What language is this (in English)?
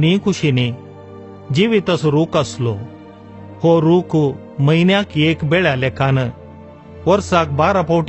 Konkani